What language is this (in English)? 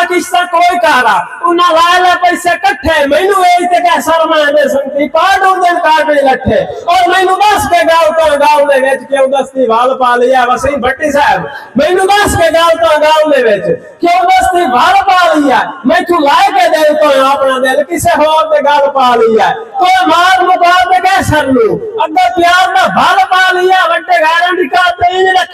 Saraiki